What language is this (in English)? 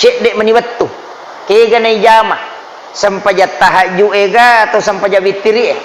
Buginese